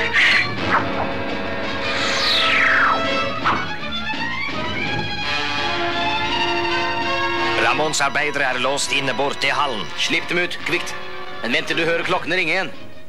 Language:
Norwegian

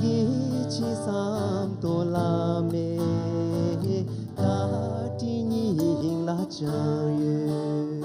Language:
Tibetan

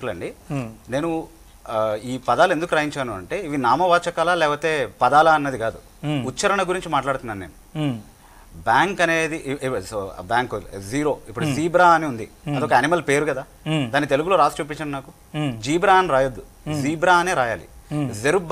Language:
Telugu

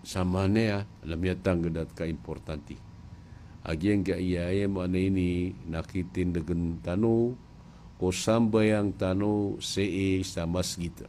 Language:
Maranao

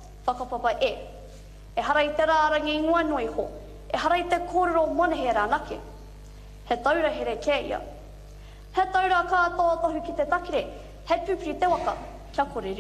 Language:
Māori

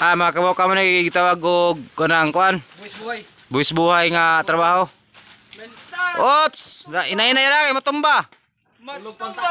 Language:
Cebuano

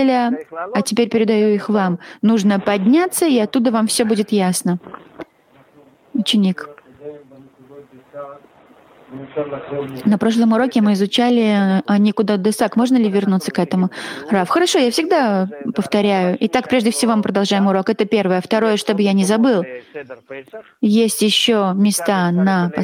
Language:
Russian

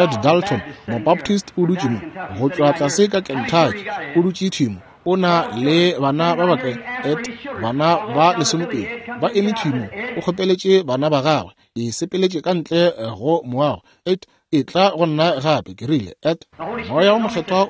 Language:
Northern Sotho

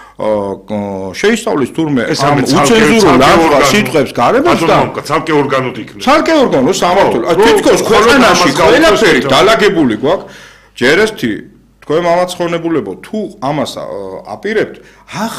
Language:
Georgian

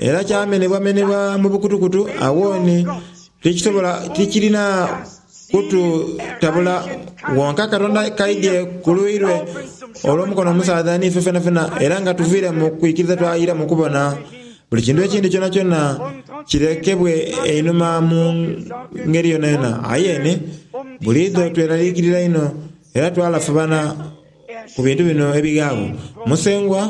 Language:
Soga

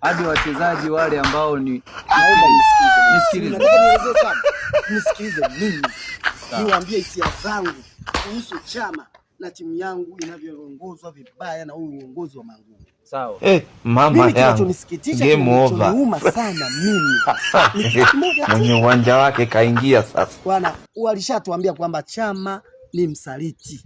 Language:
Swahili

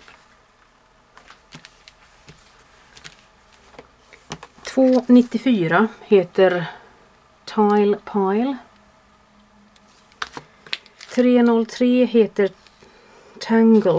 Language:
Swedish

